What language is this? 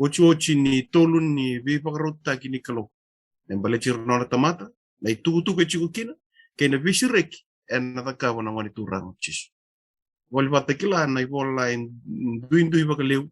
Fijian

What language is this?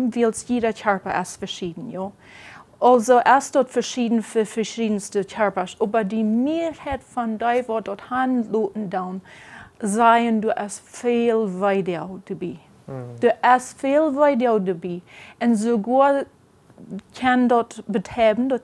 Plautdietsch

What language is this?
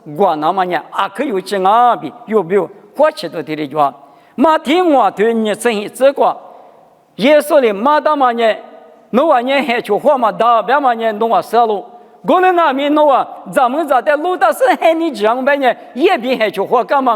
Lisu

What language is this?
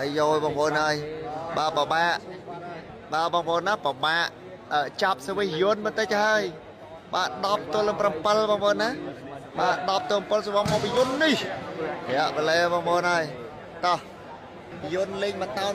Khmer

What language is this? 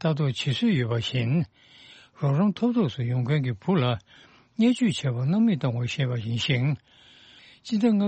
Tibetan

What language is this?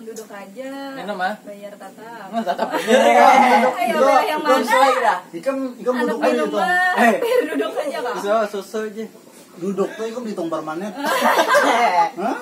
Banjar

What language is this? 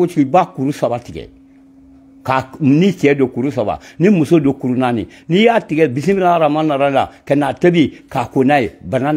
Bambara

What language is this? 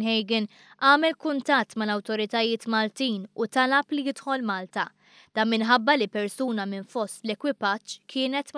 Maltese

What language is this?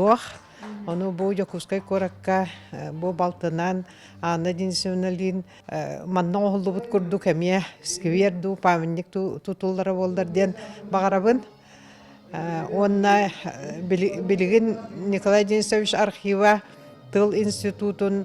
Yakut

